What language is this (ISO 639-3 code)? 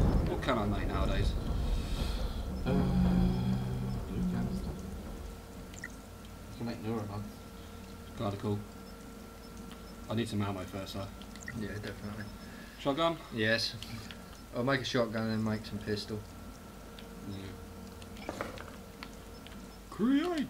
eng